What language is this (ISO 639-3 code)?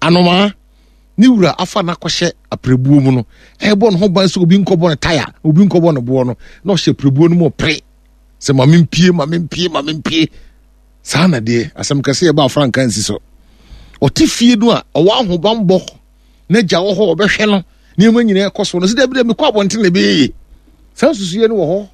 aka